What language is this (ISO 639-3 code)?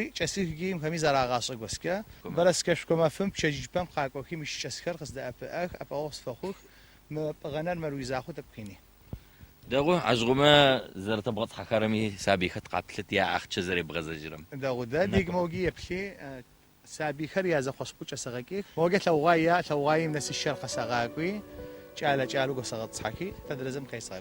ady